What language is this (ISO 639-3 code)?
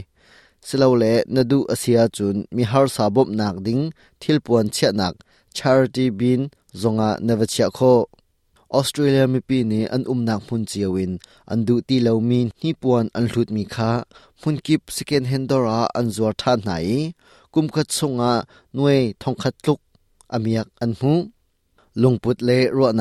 cnh